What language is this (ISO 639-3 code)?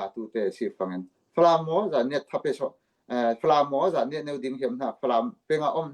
cfm